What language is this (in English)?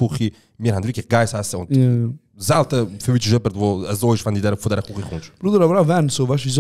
Swiss German